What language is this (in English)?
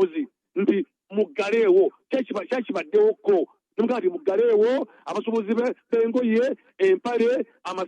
Ganda